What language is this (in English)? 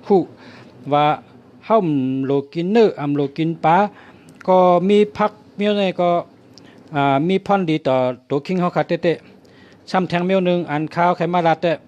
Shan